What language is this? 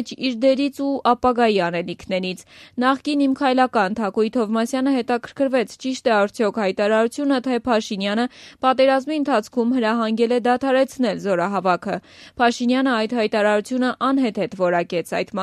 Armenian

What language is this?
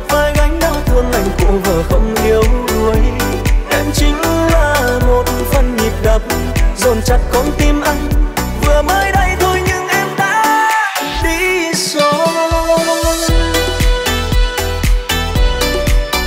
Vietnamese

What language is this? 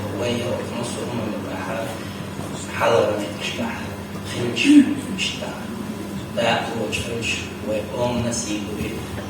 Chechen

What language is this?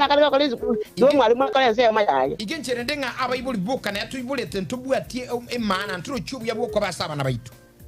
Gusii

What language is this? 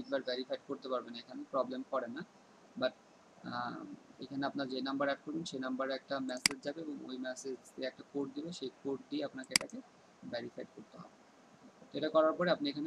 Bangla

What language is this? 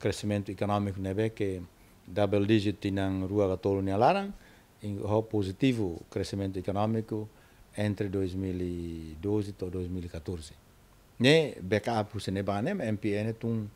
Tetum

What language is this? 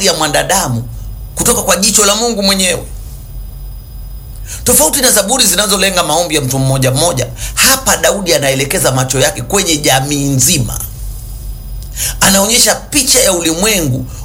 Swahili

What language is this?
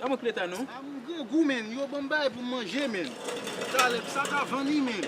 Haitian Creole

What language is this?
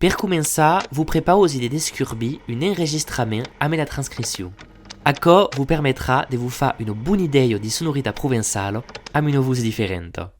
Occitan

